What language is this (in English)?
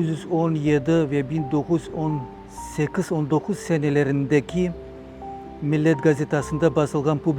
Crimean Tatar